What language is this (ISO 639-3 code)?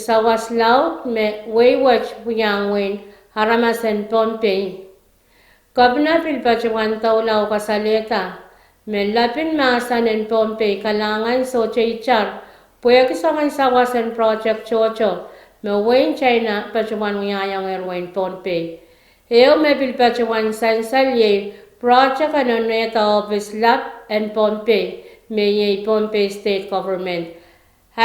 pon